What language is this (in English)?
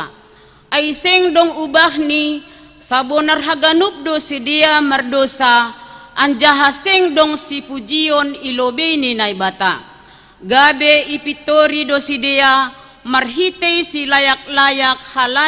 Batak Simalungun